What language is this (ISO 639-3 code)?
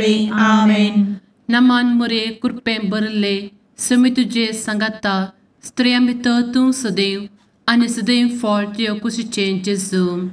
kok